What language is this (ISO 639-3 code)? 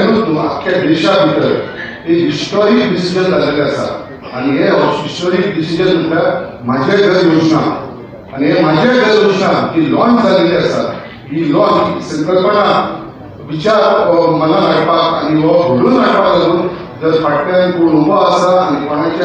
kok